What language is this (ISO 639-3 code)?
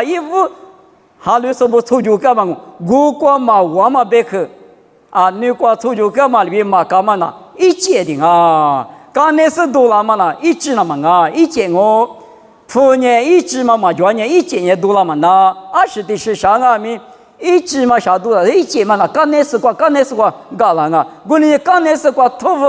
lis